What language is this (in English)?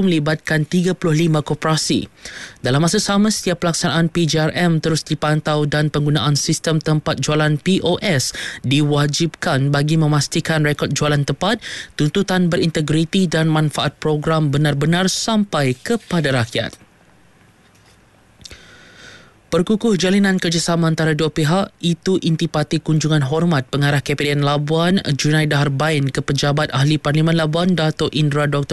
Malay